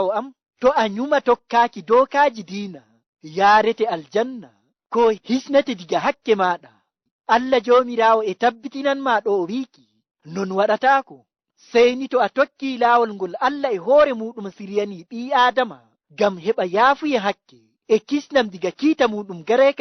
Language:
Fula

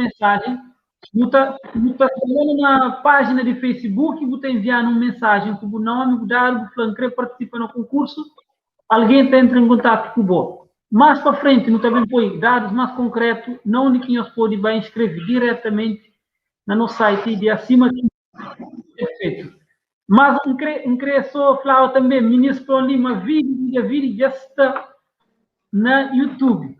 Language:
Kabuverdianu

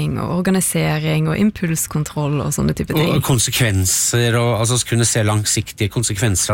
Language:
Norwegian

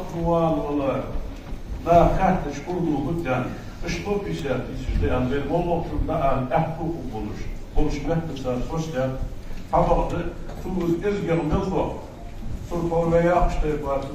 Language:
Ingush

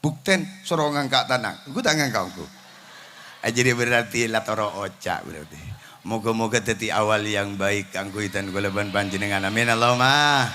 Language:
Madurese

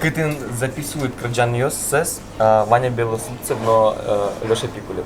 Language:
Udmurt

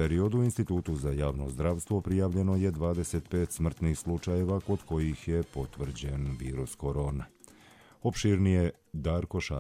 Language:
Bosnian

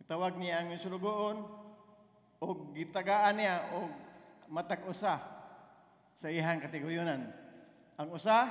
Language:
Cebuano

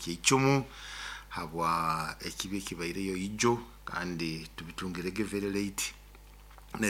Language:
Nyoro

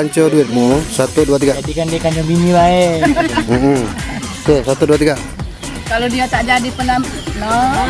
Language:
Musi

